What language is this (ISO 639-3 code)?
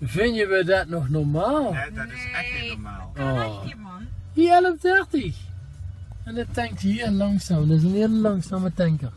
lim